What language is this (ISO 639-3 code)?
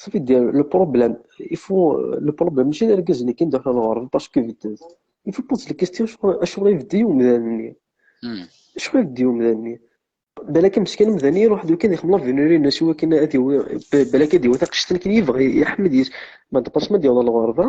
kab